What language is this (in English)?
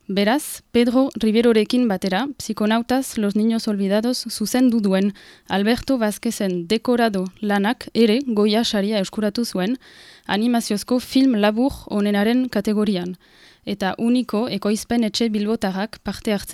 Basque